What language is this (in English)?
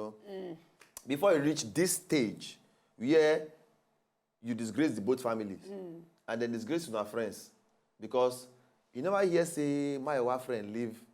Nigerian Pidgin